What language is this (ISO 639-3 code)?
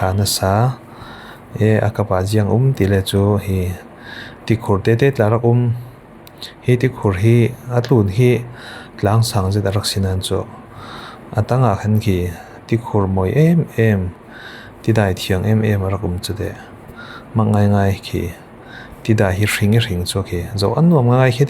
cfm